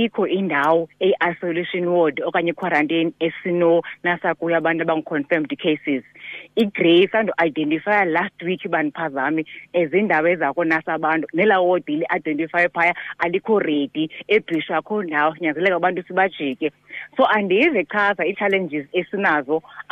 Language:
Xhosa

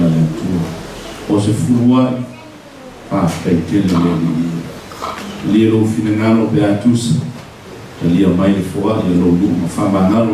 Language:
Samoan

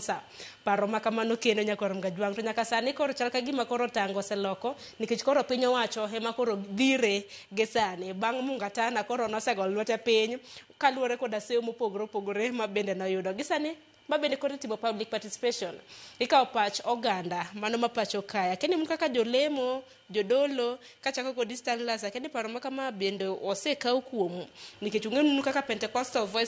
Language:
Luo (Kenya and Tanzania)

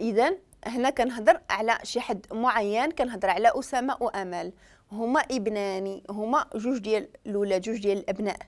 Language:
Moroccan Arabic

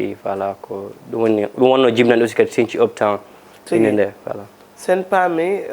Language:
Fula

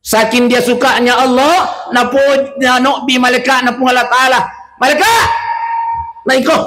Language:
Buginese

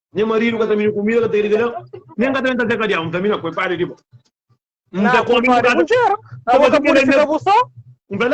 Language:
Kabuverdianu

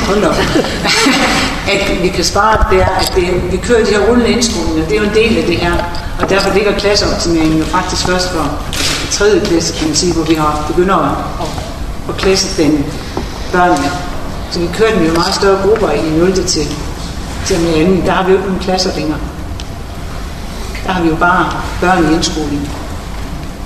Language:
Danish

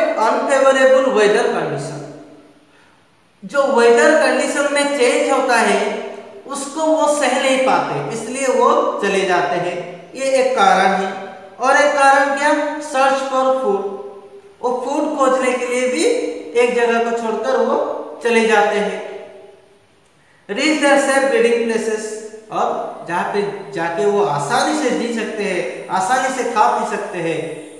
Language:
Hindi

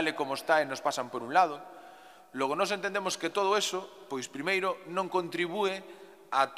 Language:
Galician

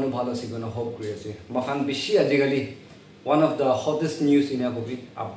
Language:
Naga Pidgin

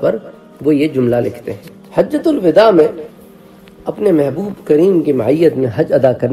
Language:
Urdu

